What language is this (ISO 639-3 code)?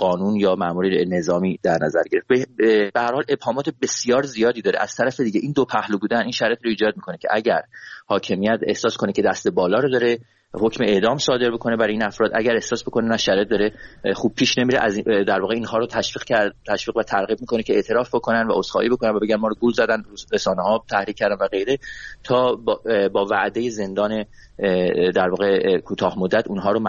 fas